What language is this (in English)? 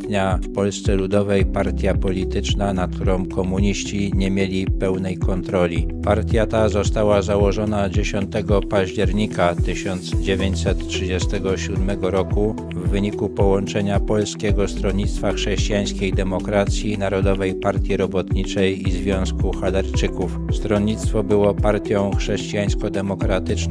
Polish